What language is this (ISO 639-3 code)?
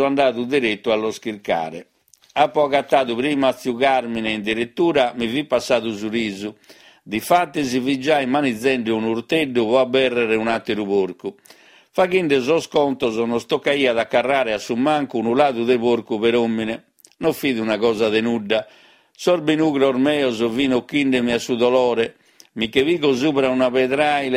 srd